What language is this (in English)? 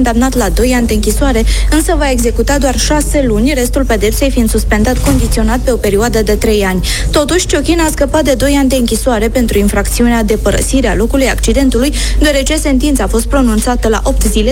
Romanian